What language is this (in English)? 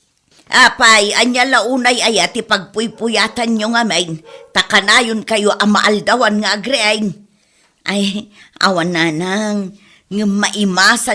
Iloko